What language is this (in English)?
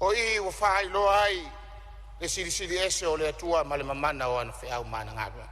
Samoan